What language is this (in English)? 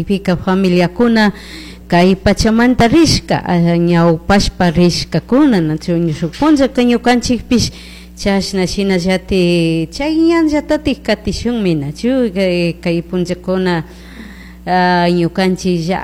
Chimborazo Highland Quichua